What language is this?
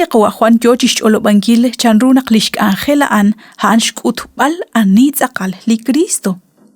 Kekchí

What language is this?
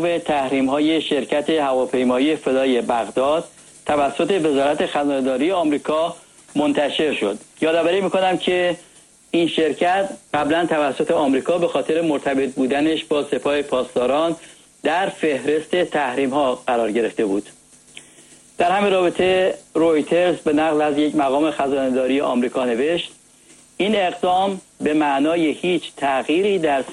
Persian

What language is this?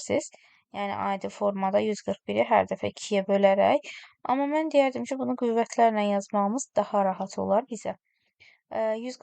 Azerbaijani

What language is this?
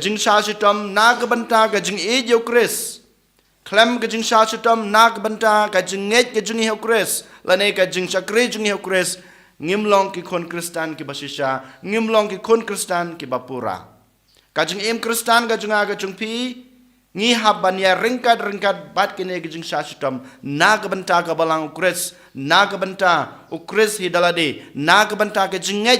Khasi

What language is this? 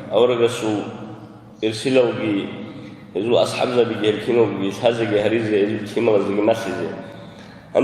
Avaric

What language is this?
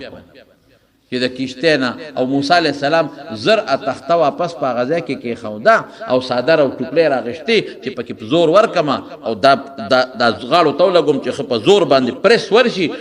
Pashto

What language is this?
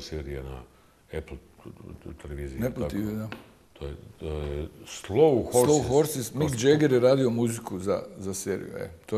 Bosnian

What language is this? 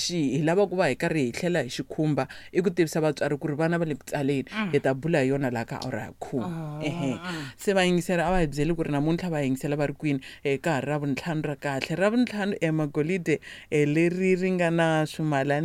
Tsonga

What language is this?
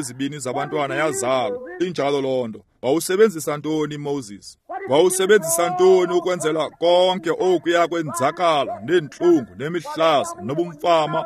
Xhosa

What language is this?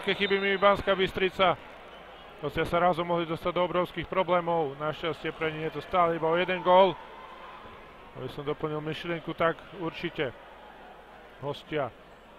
Slovak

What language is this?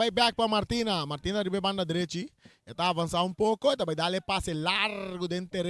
Papiamento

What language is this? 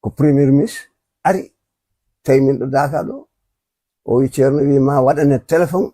Fula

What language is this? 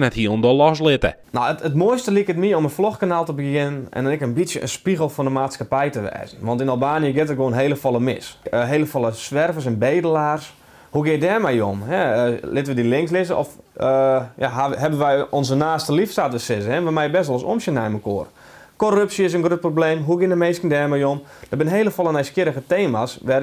Western Frisian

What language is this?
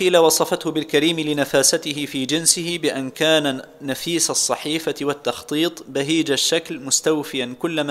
Arabic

